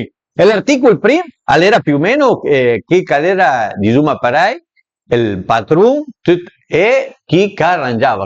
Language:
Piedmontese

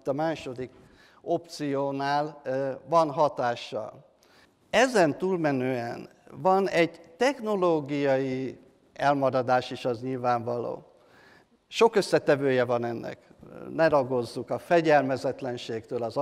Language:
Hungarian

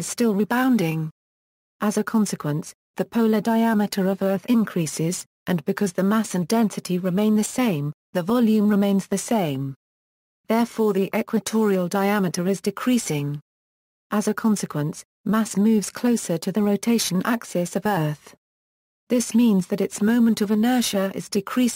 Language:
English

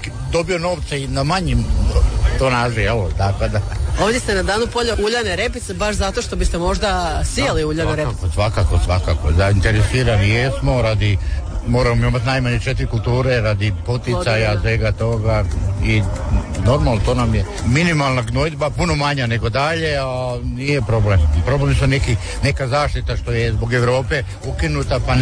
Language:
Croatian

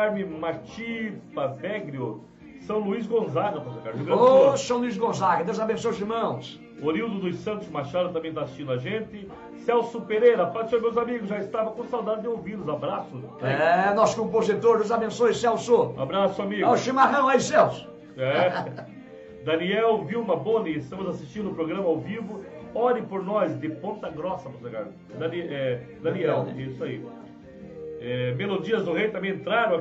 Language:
Portuguese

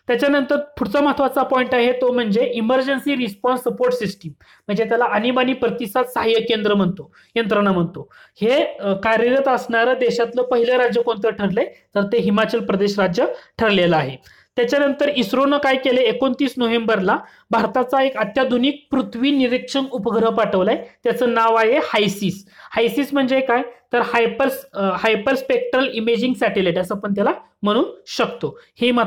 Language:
Marathi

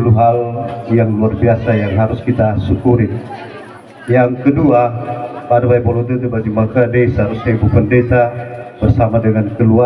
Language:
Nias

